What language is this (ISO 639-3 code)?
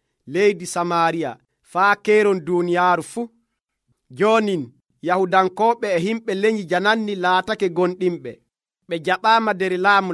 fuv